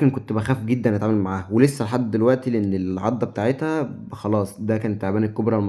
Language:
Egyptian Arabic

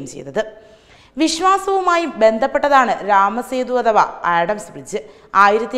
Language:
Malayalam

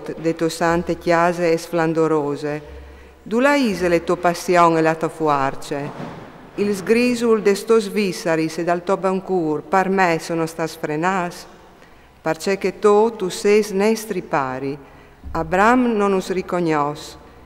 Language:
Friulian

